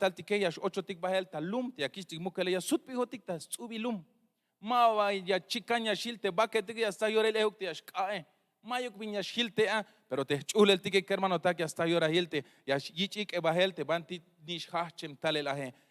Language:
Tzeltal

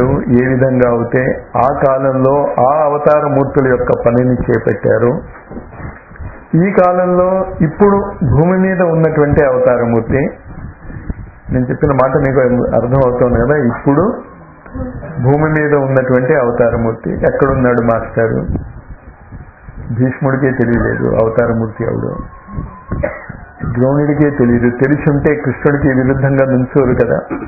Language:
Telugu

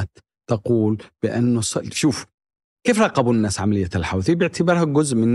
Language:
Arabic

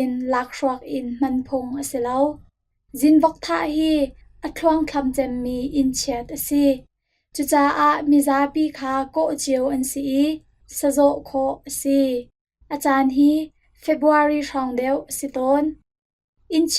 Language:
Hakha Chin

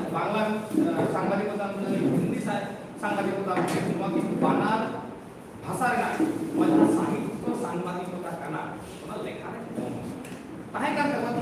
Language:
Santali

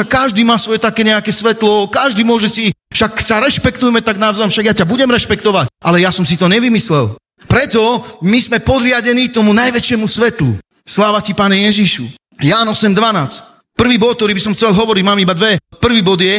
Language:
Slovak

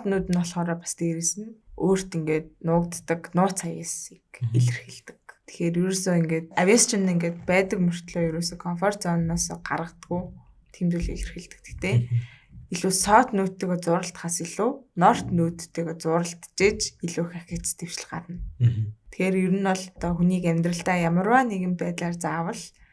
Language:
Mongolian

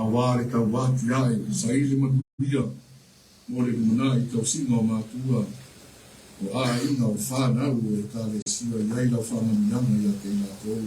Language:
Samoan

